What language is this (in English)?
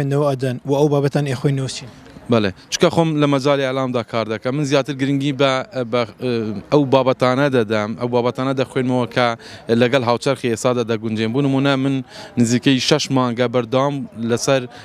Central Kurdish